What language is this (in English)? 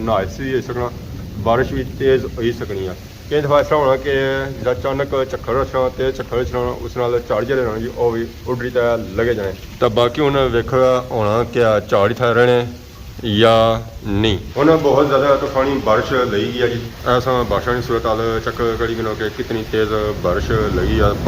Pahari-Potwari